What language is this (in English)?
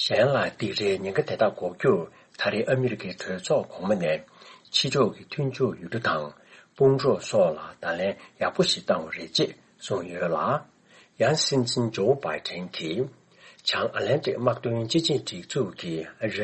Tibetan